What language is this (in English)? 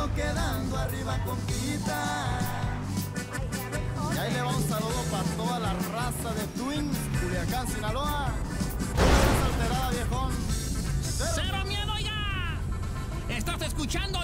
Spanish